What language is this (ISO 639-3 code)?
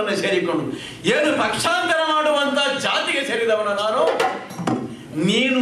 kan